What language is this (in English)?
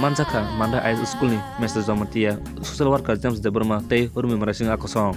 Kok Borok